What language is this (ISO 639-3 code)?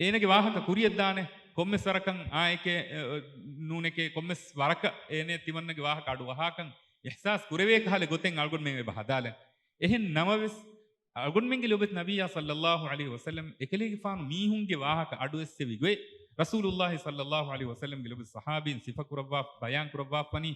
div